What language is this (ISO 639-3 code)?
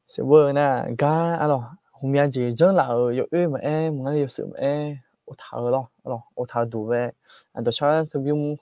ahk